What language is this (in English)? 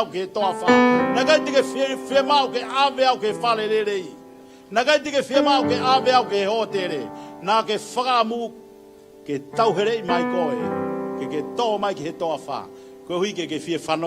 Tongan